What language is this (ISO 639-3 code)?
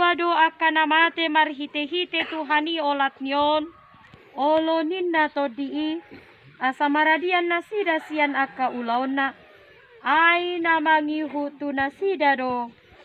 bbc